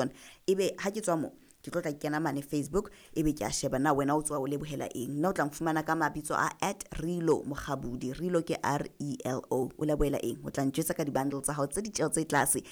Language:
Southern Sotho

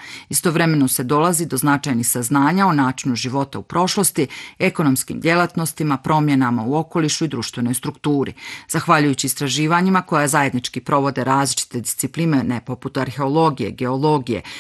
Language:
Bosnian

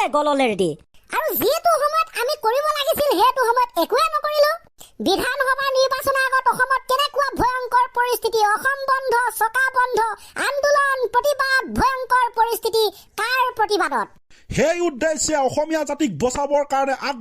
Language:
Assamese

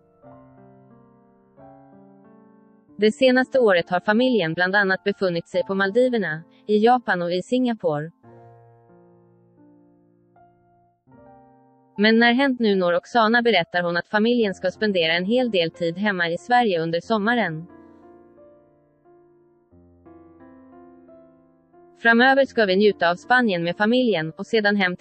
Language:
Swedish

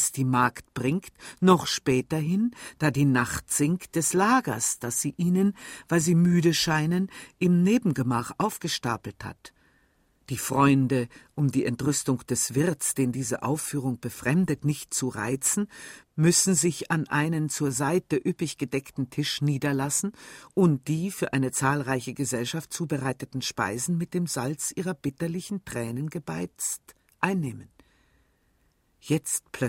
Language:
German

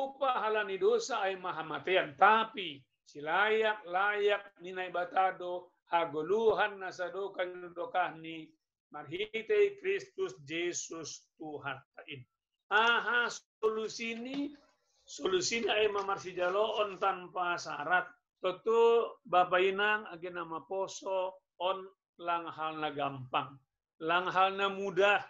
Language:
Batak Simalungun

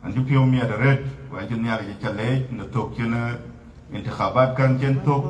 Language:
Dinka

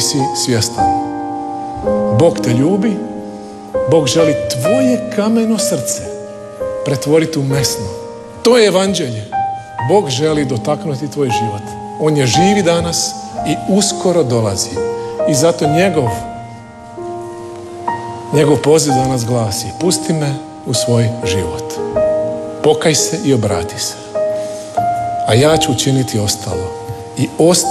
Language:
Croatian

